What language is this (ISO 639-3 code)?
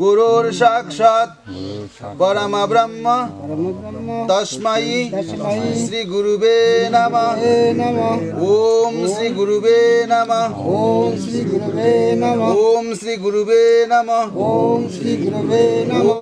bpy